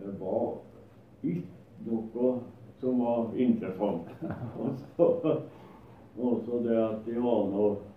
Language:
Norwegian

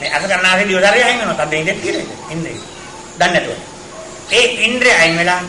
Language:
Sinhala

